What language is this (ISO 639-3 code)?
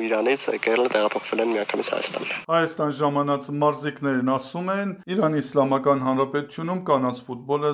hye